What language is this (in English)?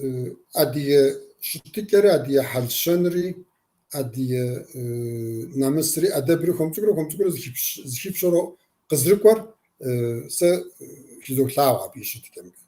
Kabardian